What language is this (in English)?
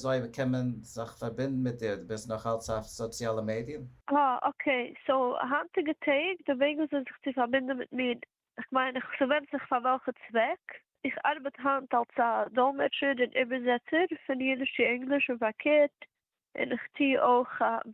Yiddish